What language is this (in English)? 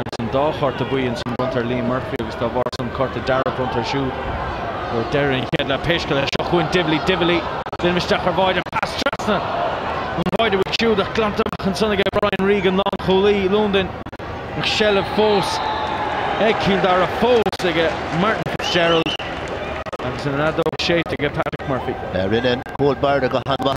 Irish